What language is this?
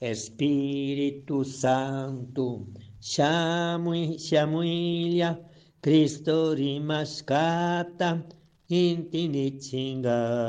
Chimborazo Highland Quichua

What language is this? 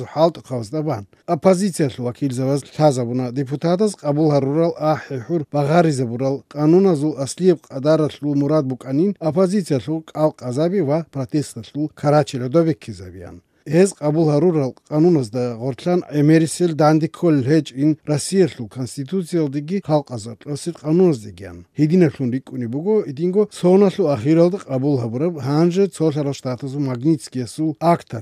Avaric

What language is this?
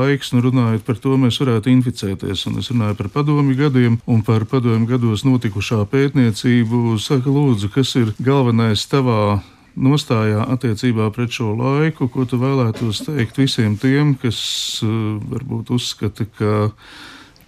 Latvian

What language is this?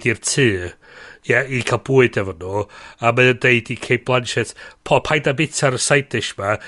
Welsh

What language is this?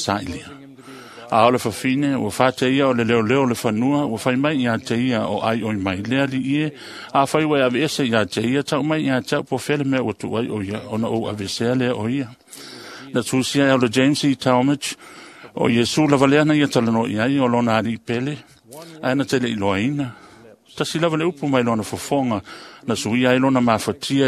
Samoan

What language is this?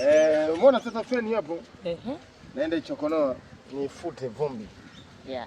Swahili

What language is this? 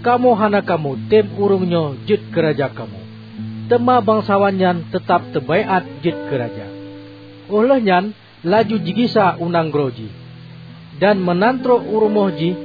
Achinese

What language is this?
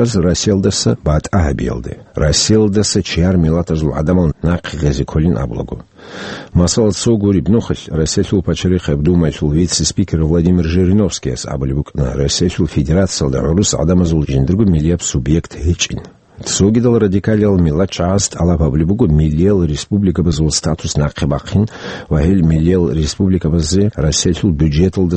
Avaric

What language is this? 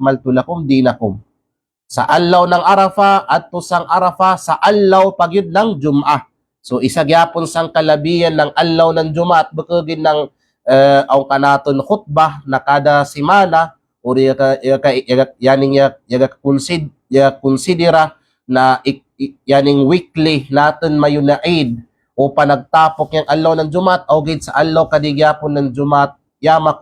Kalagan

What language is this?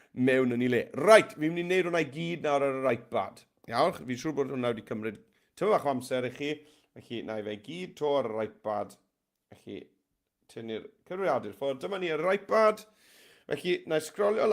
Welsh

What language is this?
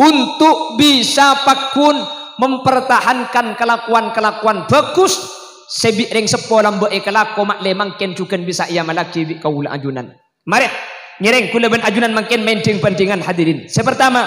Madurese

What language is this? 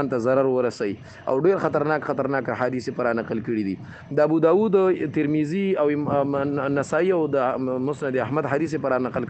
Pashto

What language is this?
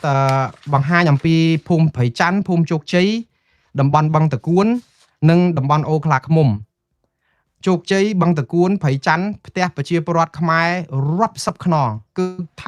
Khmer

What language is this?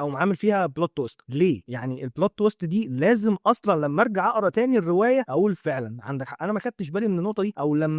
Egyptian Arabic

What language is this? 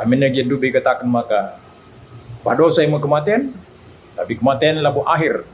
Batak Karo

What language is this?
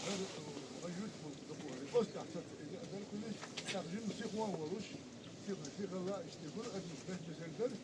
Chechen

